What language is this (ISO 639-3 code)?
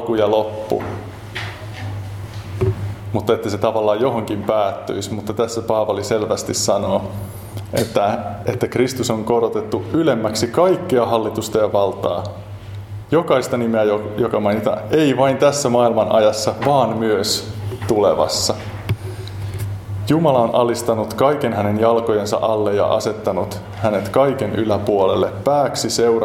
fin